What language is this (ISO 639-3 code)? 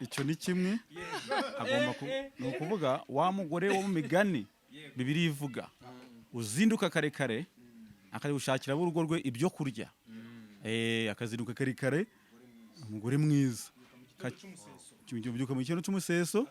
kin